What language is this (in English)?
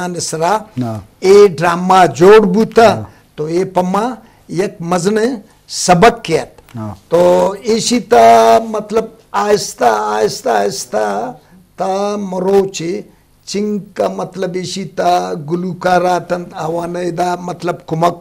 Eastern Balochi